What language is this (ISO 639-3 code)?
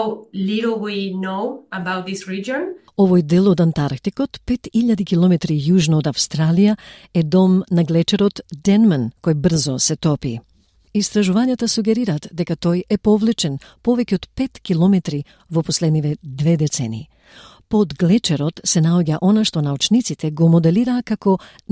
mkd